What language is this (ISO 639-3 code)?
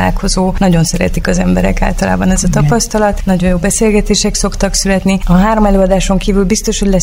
hun